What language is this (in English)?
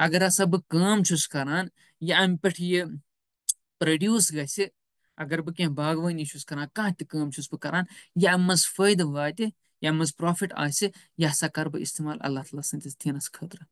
Kashmiri